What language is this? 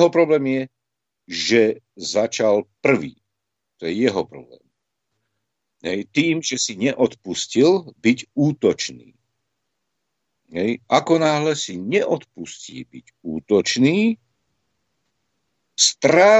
Slovak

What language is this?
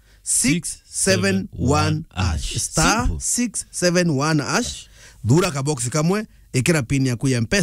Meru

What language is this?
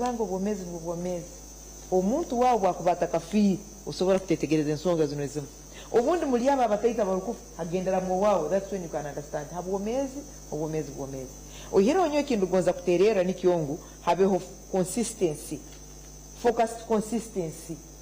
Nyankole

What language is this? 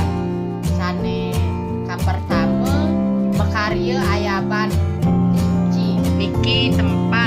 Balinese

